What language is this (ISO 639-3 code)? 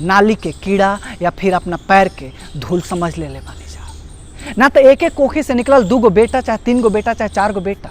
bho